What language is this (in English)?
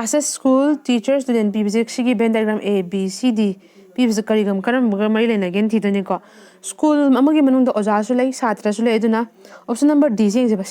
Manipuri